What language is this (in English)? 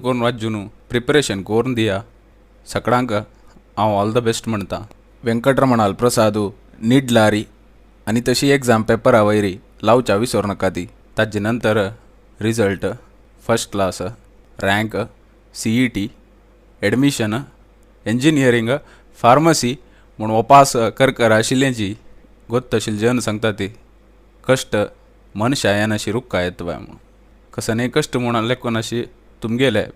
Konkani